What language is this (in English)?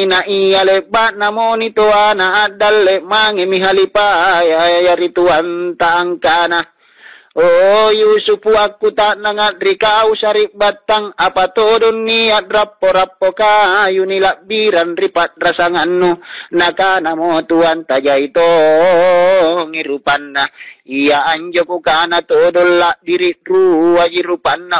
Makasar